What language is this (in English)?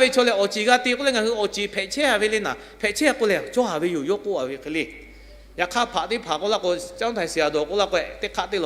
Lahu